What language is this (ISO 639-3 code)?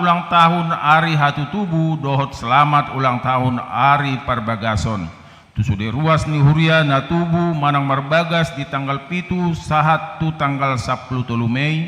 bbc